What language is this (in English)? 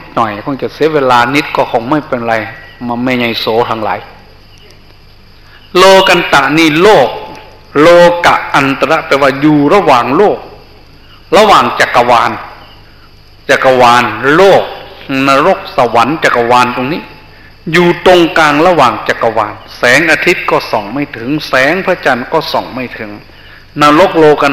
Thai